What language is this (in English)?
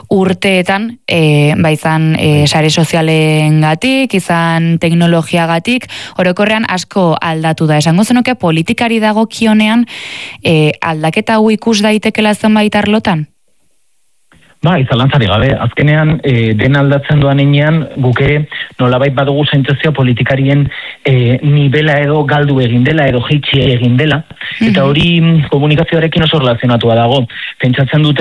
Basque